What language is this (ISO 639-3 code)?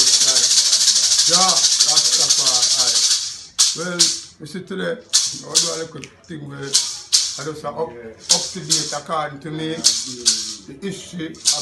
jam